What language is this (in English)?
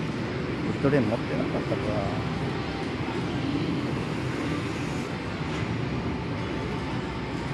Japanese